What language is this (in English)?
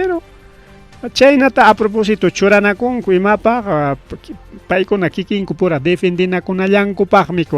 Ayacucho Quechua